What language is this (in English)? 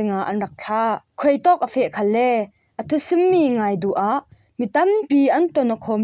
Falam Chin